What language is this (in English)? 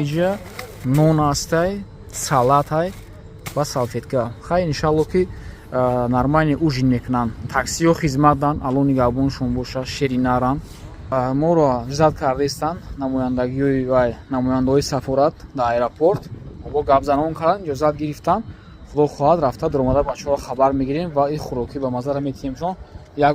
Tajik